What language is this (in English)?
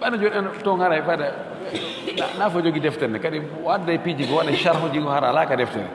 Fula